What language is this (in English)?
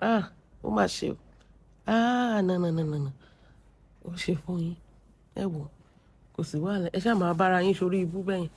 Yoruba